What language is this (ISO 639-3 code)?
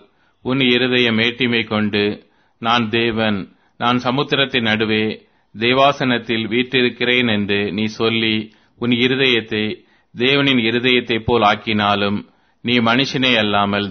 tam